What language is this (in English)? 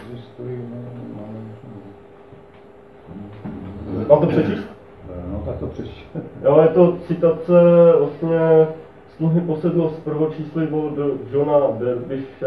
Czech